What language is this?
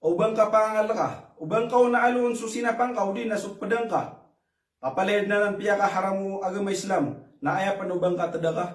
Maranao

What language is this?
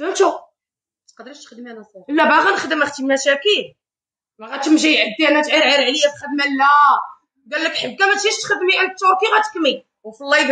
Moroccan Arabic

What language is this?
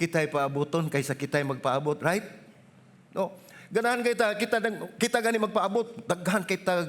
Cebuano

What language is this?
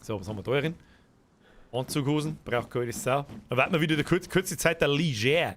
Bavarian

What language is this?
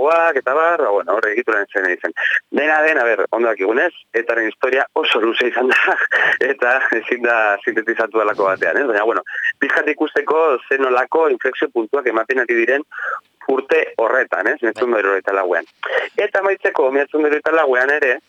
Basque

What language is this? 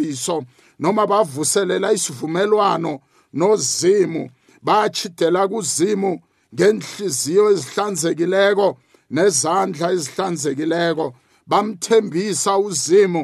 South Ndebele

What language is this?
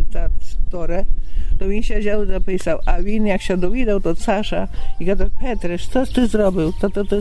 Rusyn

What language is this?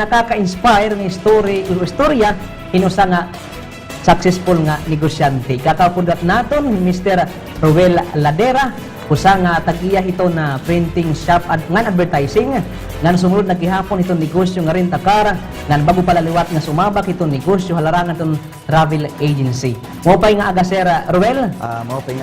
Waray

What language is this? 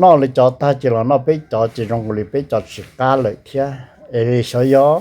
Hmong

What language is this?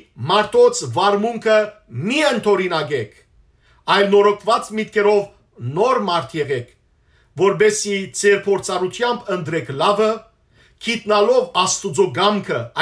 Western Armenian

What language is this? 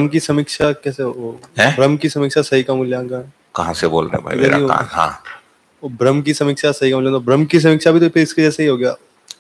Hindi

